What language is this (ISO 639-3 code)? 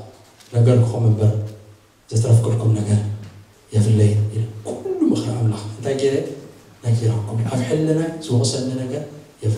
tir